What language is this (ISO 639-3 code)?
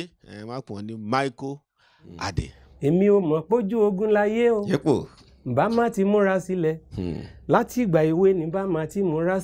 yor